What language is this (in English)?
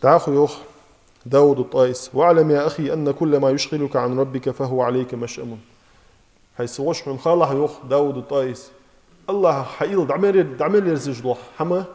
Ingush